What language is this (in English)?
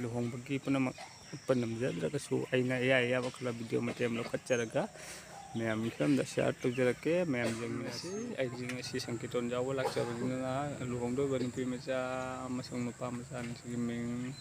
Manipuri